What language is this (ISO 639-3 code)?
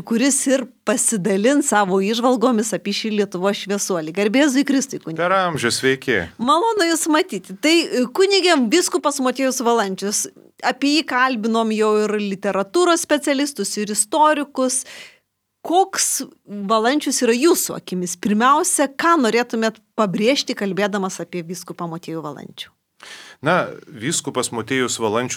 lit